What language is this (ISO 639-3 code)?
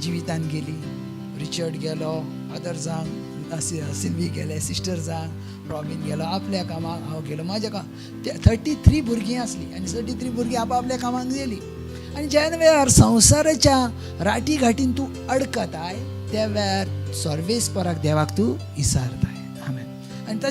kok